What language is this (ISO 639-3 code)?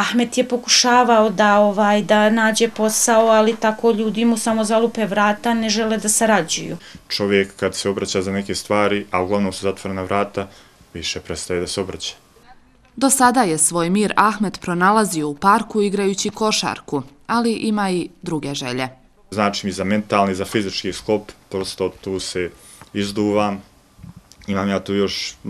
bos